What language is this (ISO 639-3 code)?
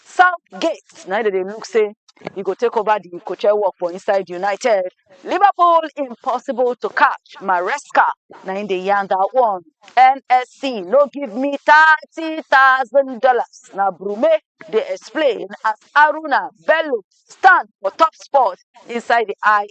pcm